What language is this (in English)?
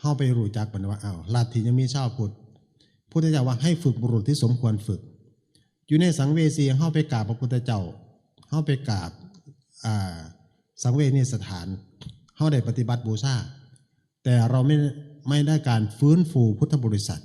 Northeastern Thai